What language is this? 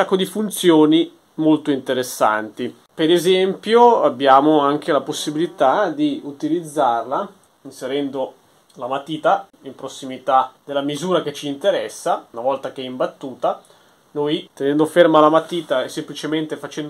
Italian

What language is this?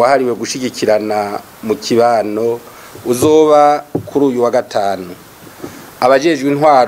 Rundi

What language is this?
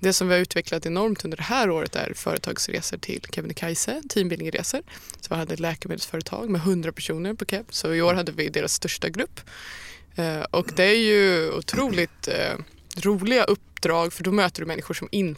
Swedish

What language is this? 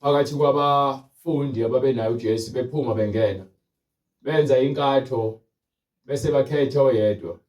Zulu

